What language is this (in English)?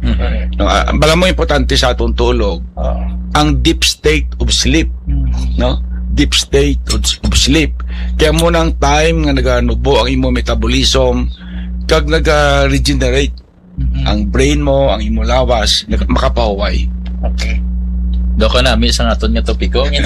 Hiligaynon